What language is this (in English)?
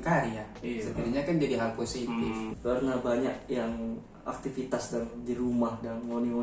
Manado Malay